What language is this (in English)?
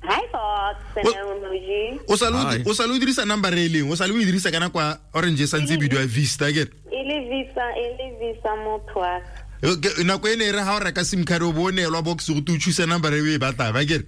Tswana